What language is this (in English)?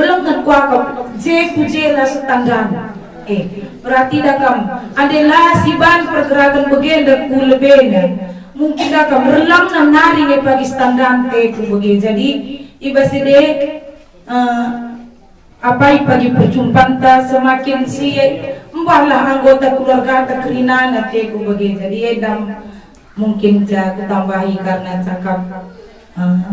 Batak Karo